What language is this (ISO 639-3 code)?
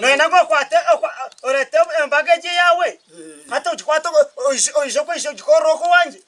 nyn